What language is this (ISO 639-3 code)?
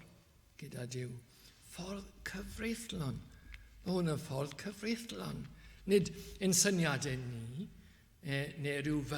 cym